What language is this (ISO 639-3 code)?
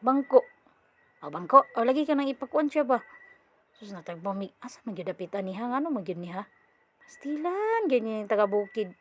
ceb